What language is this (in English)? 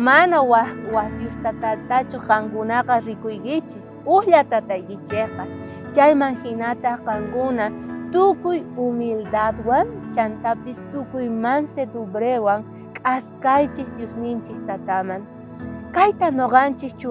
South Bolivian Quechua